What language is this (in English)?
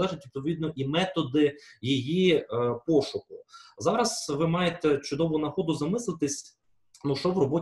Ukrainian